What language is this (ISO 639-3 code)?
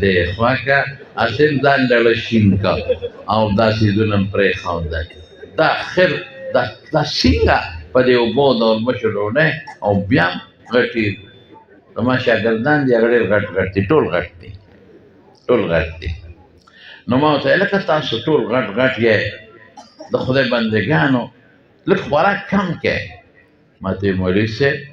pus